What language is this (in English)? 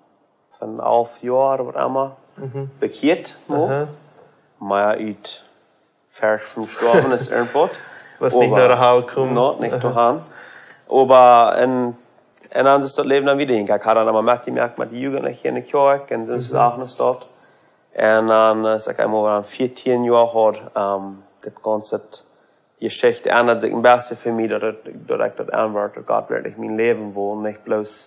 Plautdietsch